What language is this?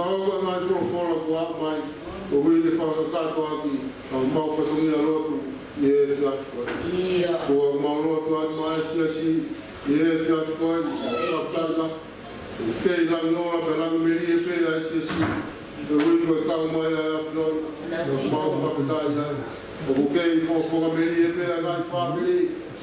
Tongan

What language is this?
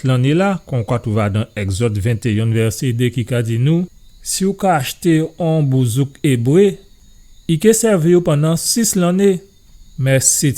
Guadeloupean Creole French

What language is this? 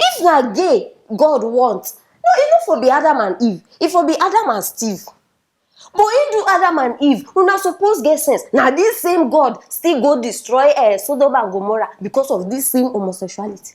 Nigerian Pidgin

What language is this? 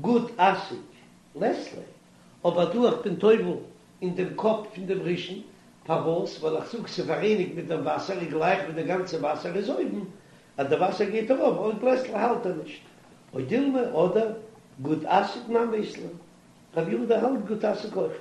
Yiddish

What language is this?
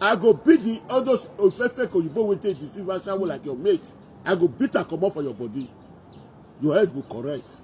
Nigerian Pidgin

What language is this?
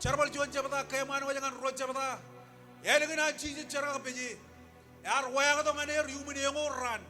Marshallese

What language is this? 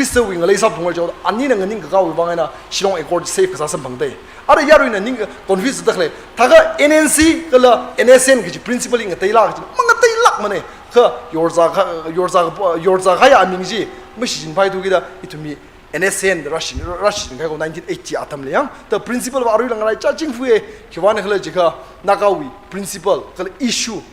Tangkhul Naga (India)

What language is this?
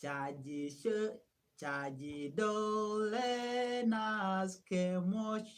Nuer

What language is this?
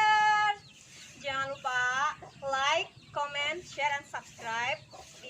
Betawi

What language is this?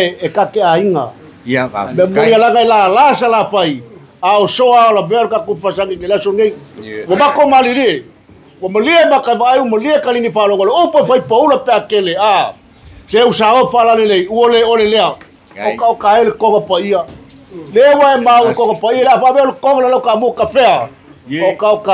Samoan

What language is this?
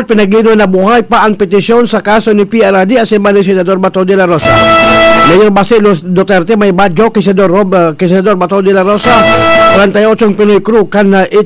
Bikol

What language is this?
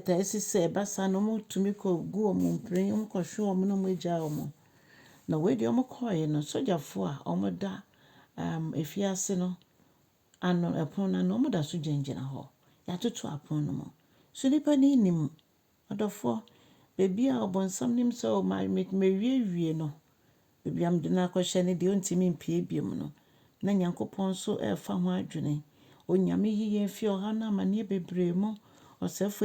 Akan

